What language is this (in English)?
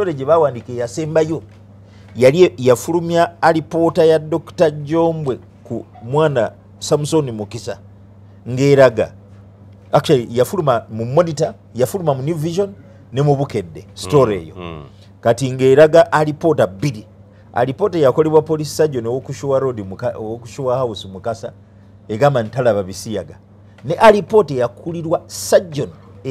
Ganda